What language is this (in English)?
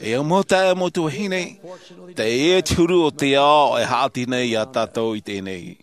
Tahitian